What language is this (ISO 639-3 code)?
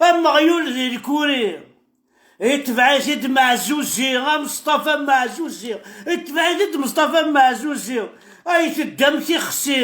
kab